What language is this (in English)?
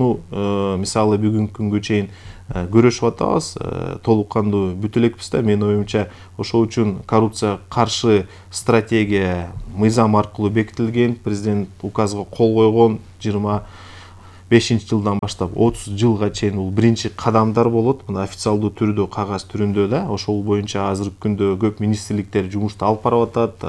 Kyrgyz